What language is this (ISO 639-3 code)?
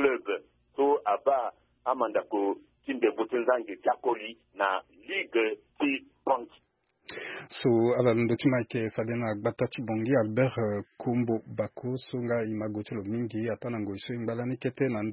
sag